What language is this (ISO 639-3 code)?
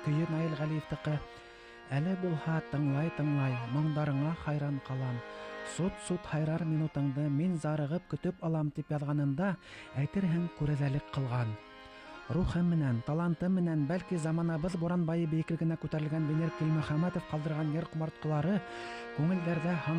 bak